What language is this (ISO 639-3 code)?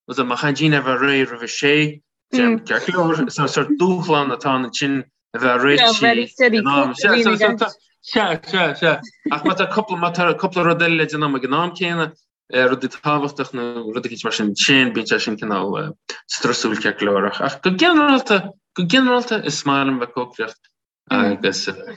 gle